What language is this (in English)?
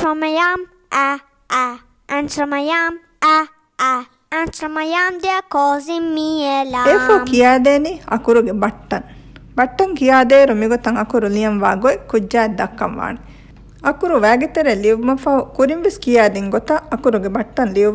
Divehi